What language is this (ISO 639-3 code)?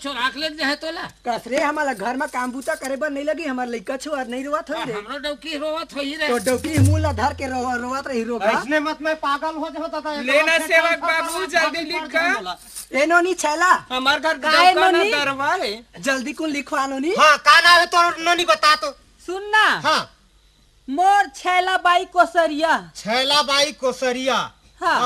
hne